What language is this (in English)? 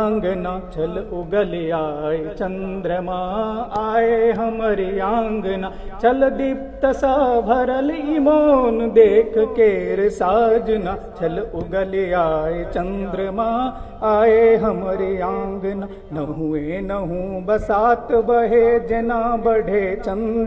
Maithili